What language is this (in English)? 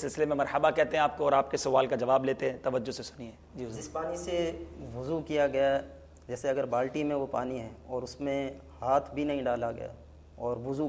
Urdu